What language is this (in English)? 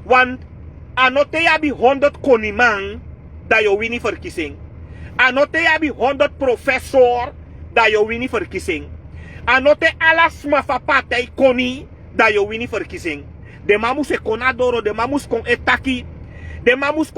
Sranan Tongo